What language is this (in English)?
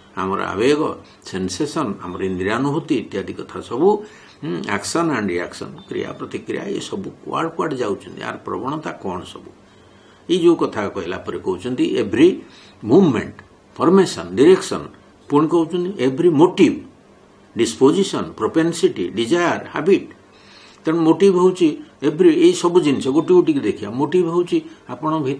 Odia